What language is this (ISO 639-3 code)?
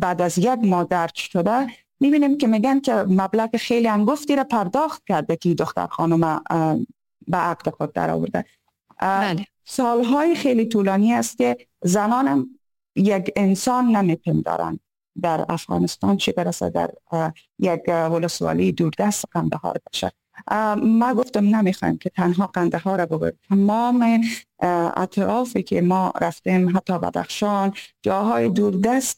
fas